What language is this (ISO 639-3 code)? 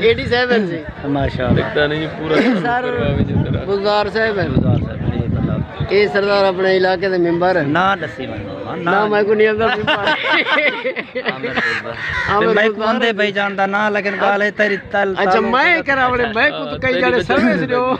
skr